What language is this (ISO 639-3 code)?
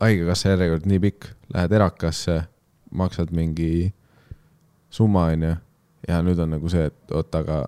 est